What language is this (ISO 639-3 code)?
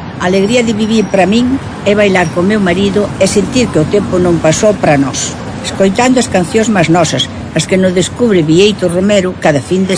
glg